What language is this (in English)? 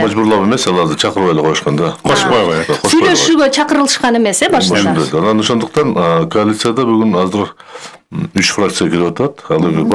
Kyrgyz